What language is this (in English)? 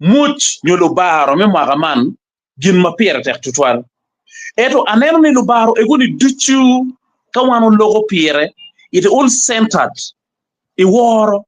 Acoli